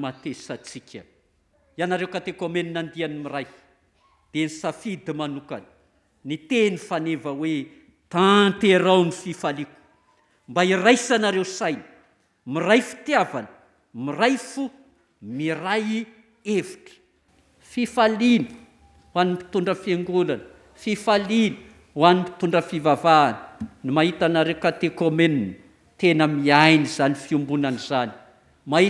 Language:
Malagasy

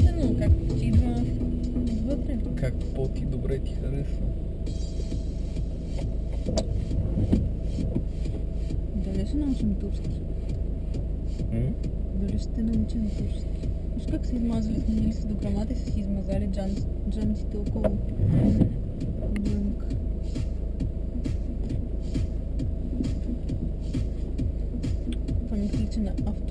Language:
Bulgarian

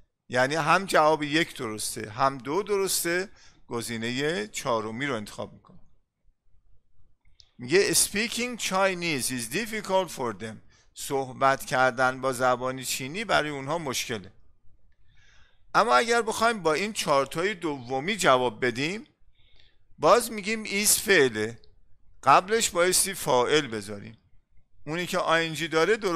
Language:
Persian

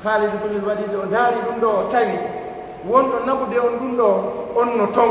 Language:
Pular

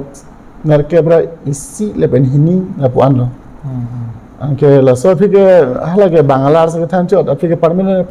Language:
Karbi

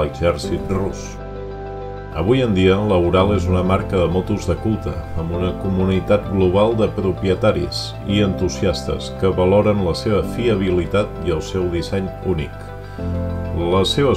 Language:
Catalan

